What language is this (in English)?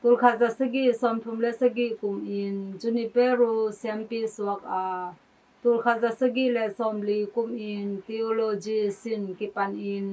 Tedim Chin